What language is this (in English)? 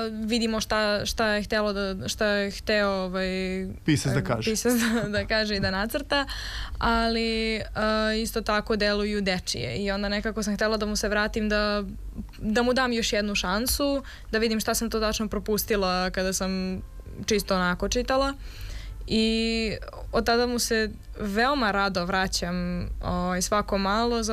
Serbian